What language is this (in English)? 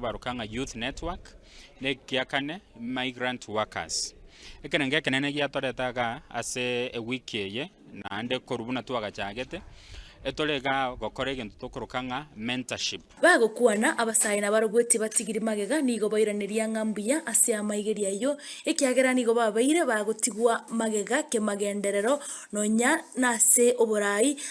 Gusii